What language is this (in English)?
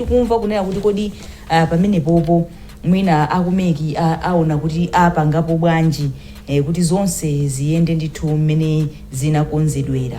Nyanja